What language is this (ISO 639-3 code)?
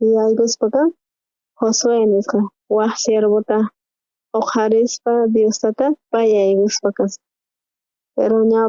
quh